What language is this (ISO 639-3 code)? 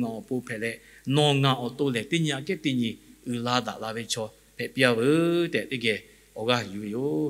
lhu